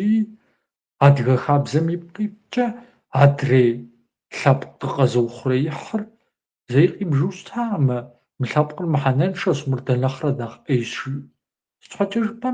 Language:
Kabardian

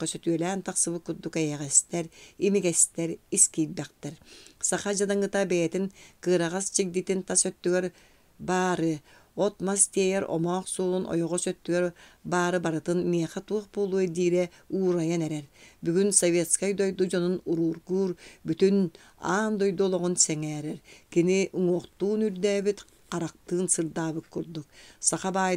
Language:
Yakut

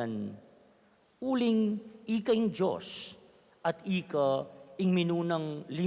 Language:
Pampanga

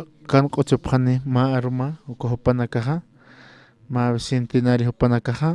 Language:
Aymara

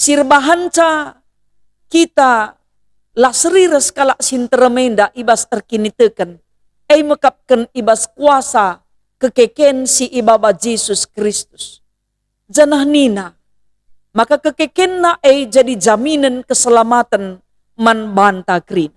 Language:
Batak Karo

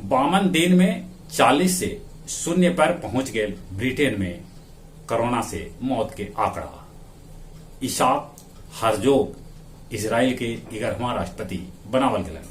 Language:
Magahi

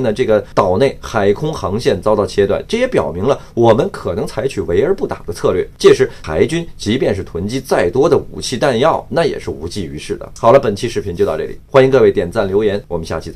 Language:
Chinese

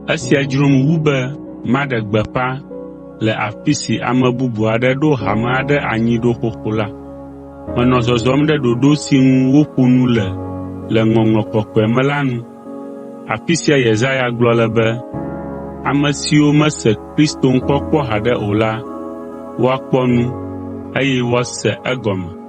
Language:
Ewe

